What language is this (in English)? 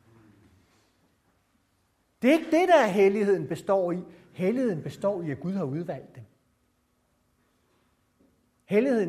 Danish